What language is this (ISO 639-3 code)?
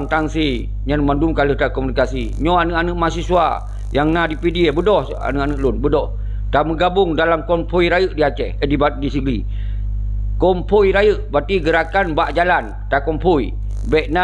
ace